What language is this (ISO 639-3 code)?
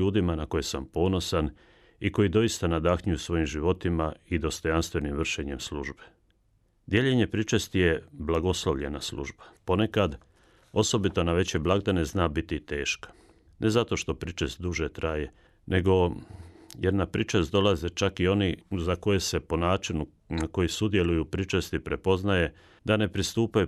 hrv